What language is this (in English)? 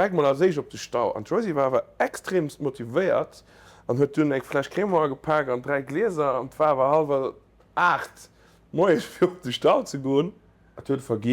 Luxembourgish